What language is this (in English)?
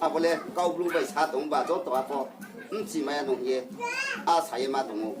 Riang (India)